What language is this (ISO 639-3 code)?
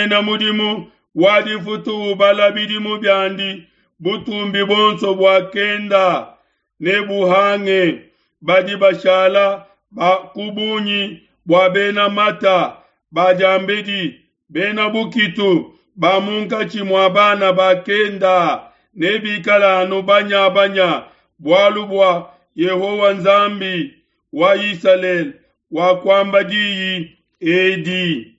lua